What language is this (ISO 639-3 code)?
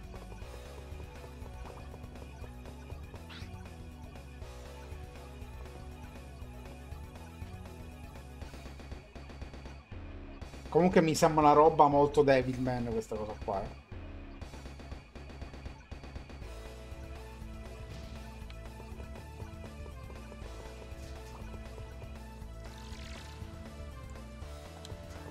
ita